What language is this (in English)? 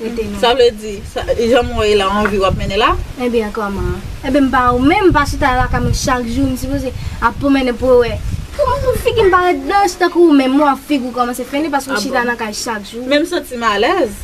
Haitian Creole